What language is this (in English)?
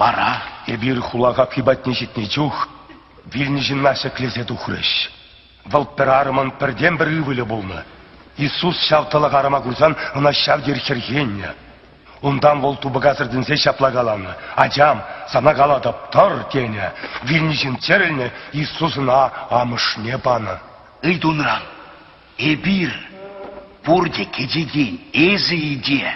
Chuvash